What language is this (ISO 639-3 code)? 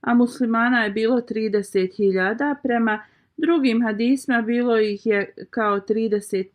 bos